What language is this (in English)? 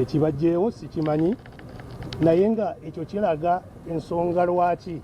Ganda